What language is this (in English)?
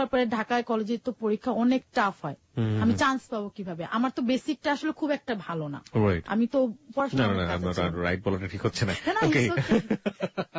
Bangla